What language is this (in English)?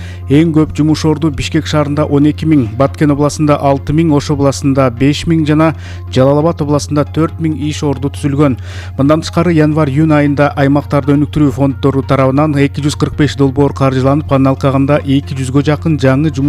Kyrgyz